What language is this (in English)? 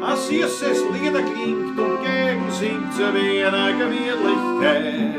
Bavarian